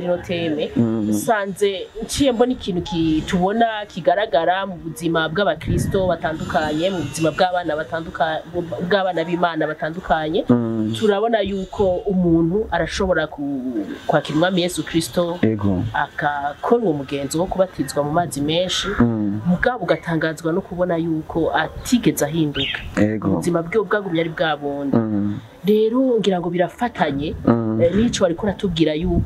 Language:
Rundi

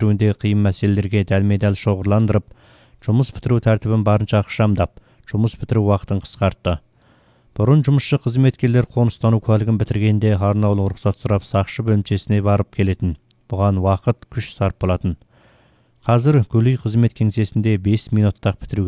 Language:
Kazakh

